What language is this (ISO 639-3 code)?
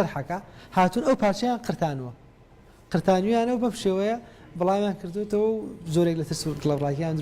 ckb